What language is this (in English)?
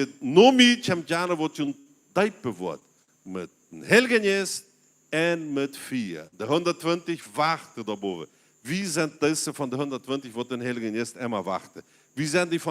Plautdietsch